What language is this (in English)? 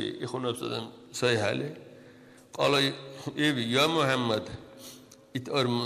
Dargwa